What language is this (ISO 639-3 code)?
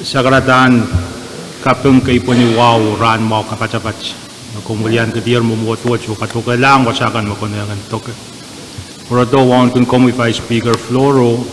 pon